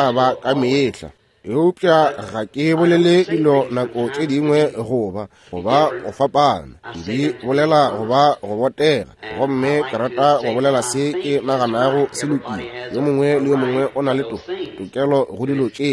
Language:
Northern Sotho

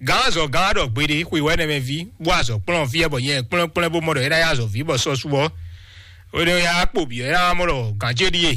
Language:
Fon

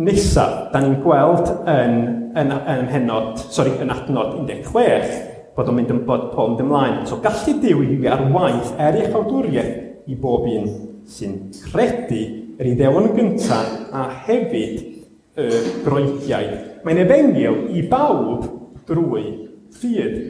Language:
Welsh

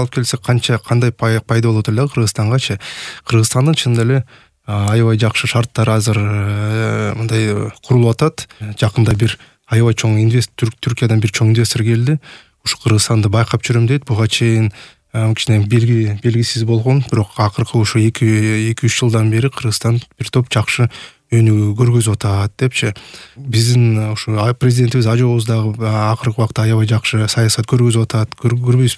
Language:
Kyrgyz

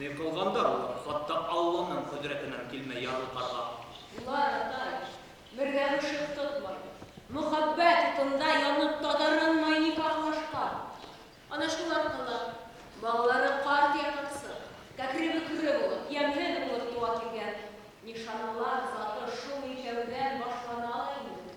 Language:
Bashkir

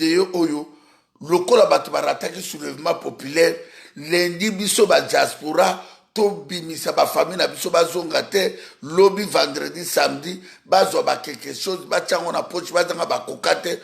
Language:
Lingala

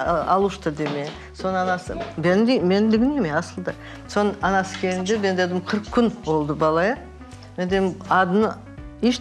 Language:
Crimean Tatar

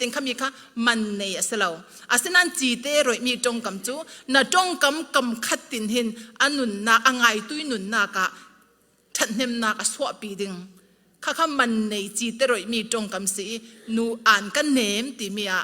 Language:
Falam Chin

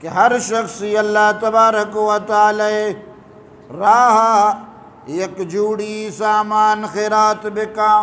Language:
Eastern Balochi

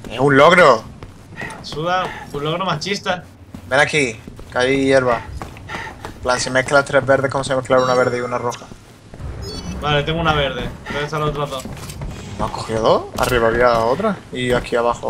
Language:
Spanish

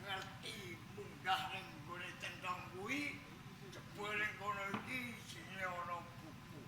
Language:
Javanese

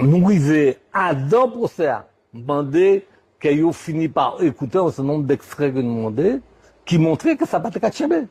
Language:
Guadeloupean Creole French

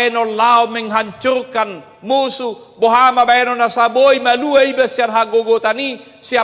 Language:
Batak Toba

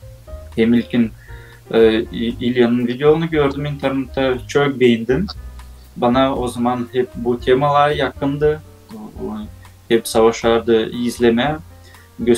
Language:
Gagauz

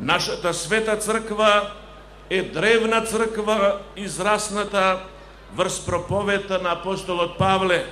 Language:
Macedonian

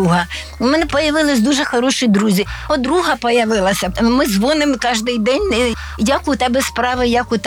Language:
Ukrainian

